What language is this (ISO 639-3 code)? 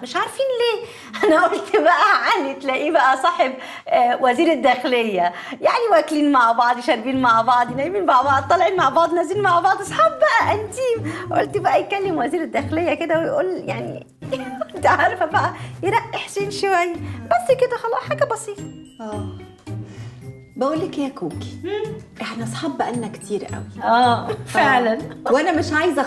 arz